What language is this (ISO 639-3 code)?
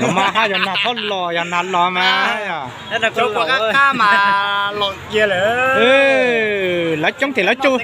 hmn